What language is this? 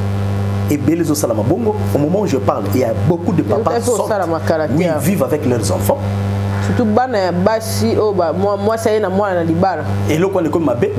Lingala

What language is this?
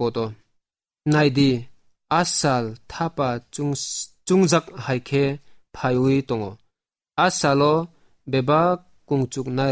Kok Borok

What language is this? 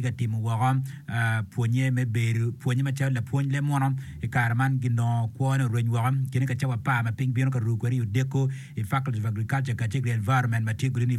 Acoli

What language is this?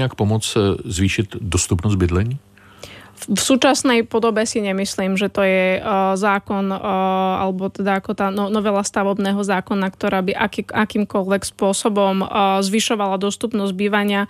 Slovak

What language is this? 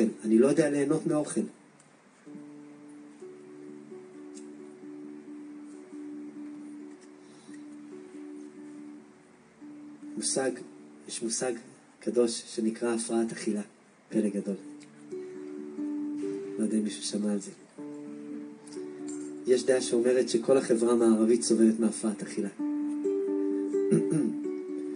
Hebrew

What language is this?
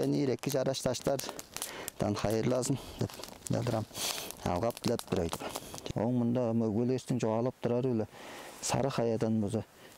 Tuvinian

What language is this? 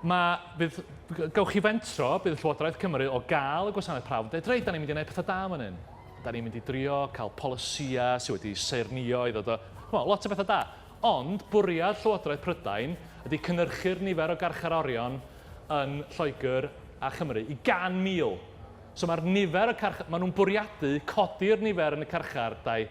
Welsh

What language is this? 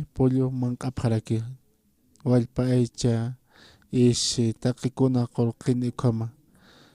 Aymara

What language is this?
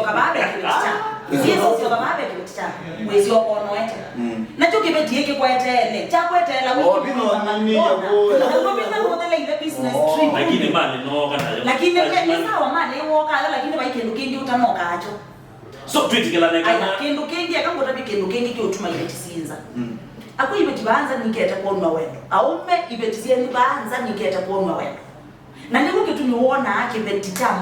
Kamba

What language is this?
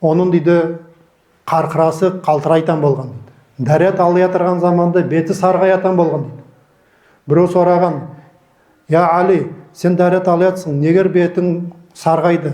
Nogai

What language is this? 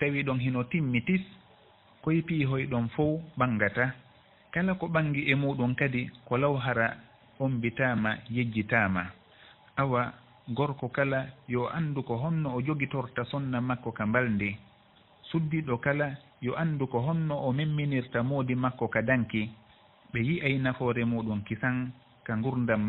Fula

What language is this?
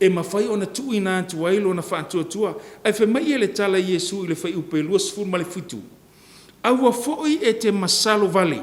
Samoan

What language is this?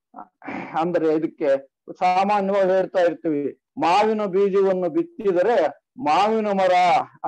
Kannada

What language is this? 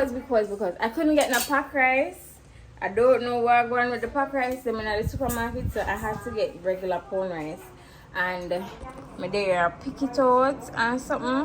Jamaican Creole English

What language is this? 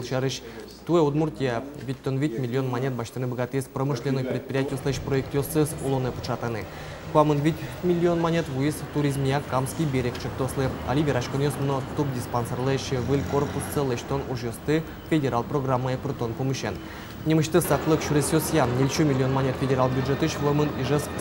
Udmurt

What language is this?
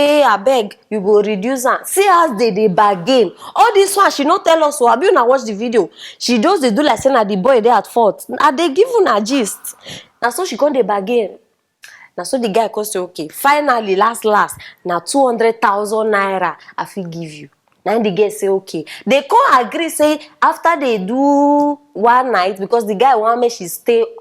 Nigerian Pidgin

